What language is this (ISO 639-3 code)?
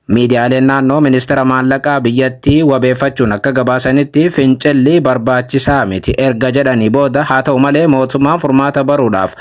orm